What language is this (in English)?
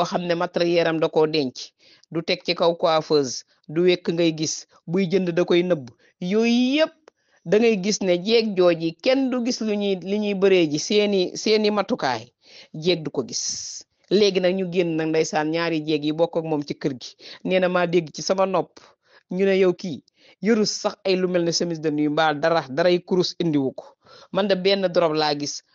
Wolof